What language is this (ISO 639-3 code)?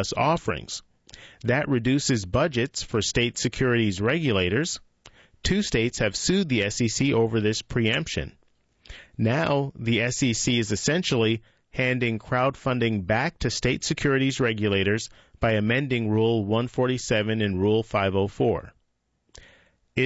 eng